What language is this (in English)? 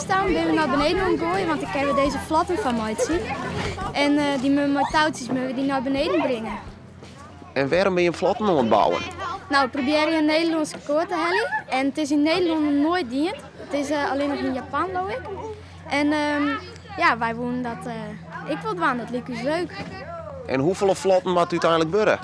Western Frisian